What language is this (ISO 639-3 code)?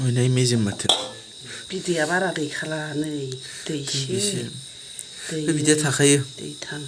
brx